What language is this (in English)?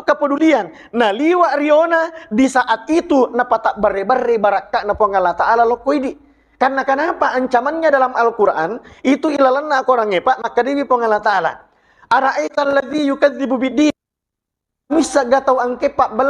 Buginese